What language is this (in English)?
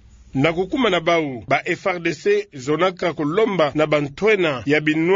Kituba (Democratic Republic of Congo)